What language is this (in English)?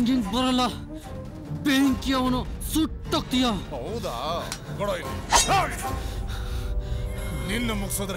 Kannada